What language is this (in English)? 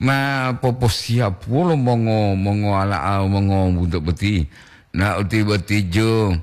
Gorontalo